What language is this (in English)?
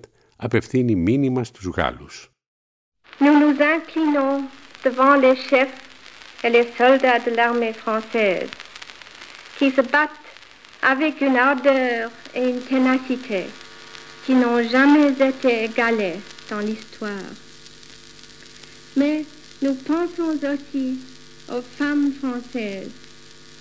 French